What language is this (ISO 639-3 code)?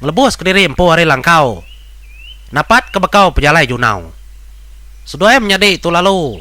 iba